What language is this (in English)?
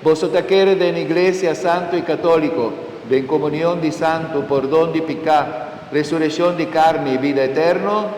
Papiamento